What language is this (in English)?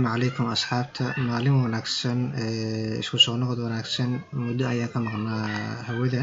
Somali